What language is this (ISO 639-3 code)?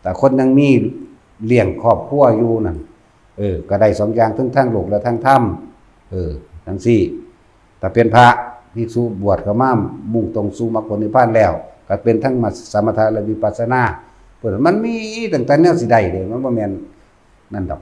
lao